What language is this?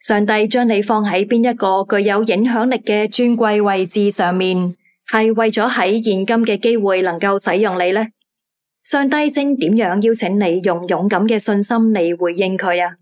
Cantonese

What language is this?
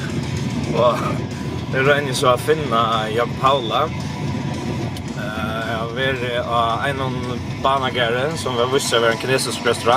Faroese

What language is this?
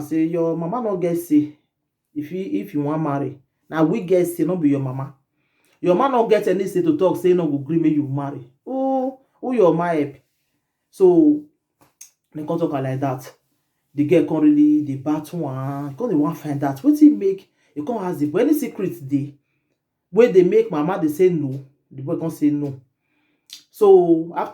Nigerian Pidgin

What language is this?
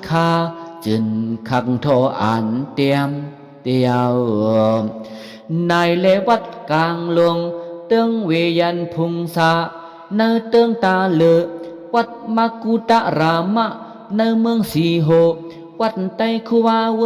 Shan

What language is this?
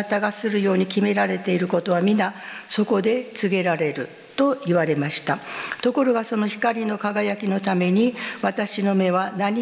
Japanese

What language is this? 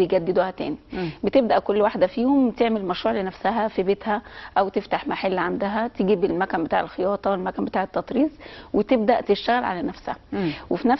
Egyptian Arabic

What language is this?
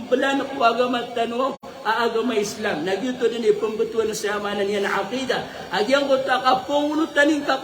Maranao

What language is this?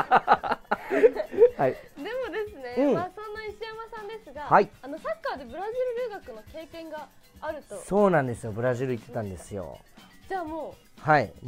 Japanese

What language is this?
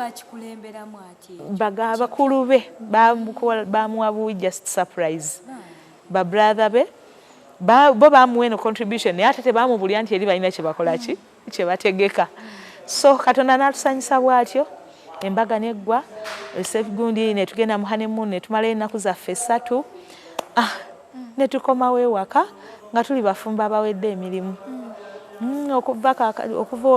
Ganda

